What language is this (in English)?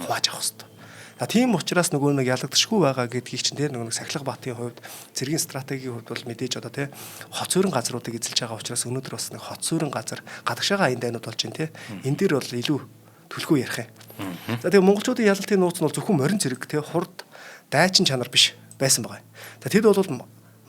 Mongolian